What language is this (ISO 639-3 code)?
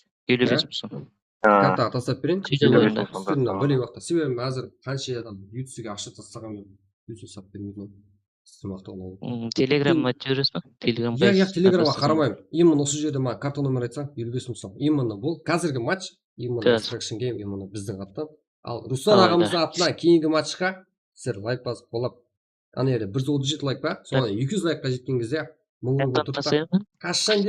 kaa